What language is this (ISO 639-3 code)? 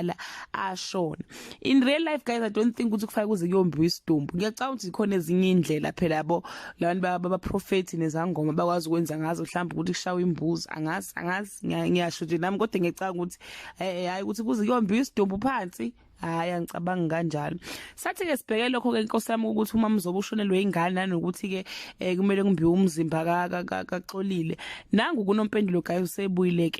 zul